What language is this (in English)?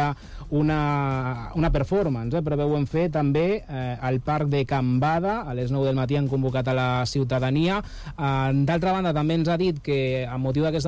Catalan